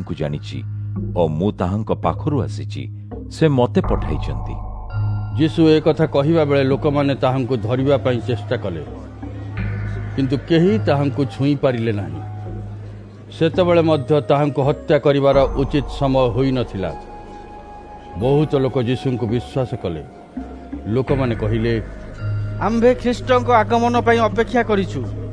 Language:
Odia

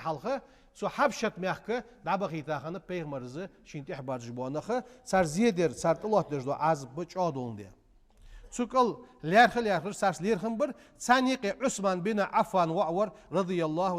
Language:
Ingush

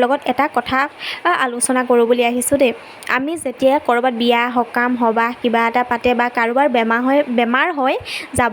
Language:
Assamese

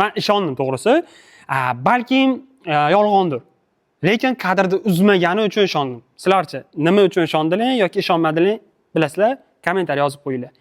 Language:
Uzbek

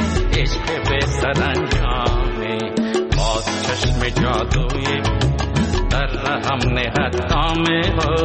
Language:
Persian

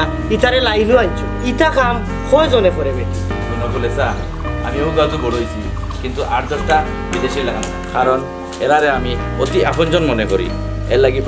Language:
Sylheti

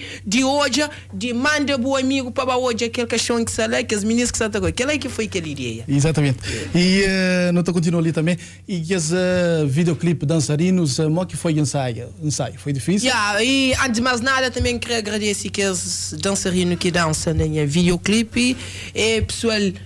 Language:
Kabuverdianu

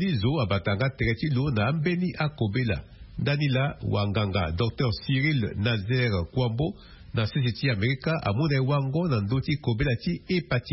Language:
Sango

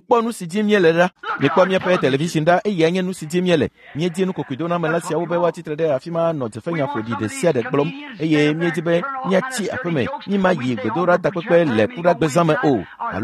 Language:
Ewe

